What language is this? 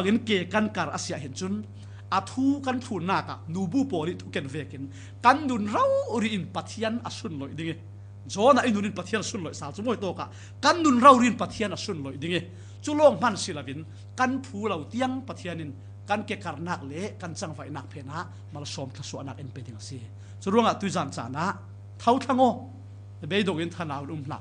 Falam Chin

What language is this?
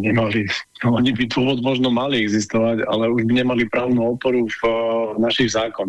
Slovak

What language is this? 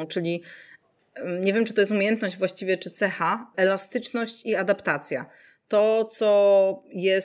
Polish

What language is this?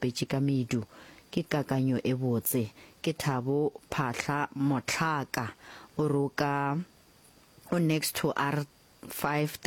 Northern Sotho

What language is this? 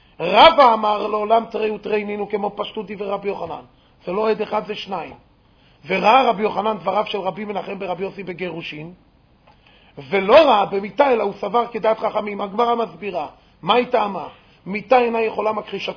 Hebrew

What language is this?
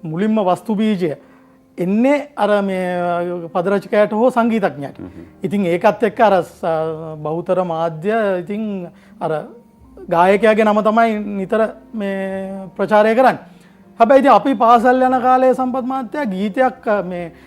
Sinhala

